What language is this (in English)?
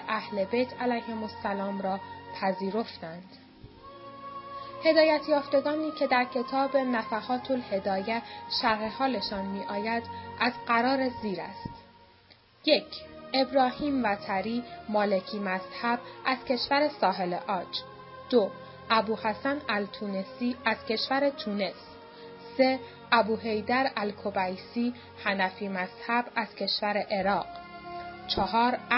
Persian